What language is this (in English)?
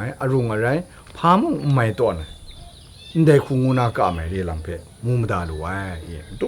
Kachin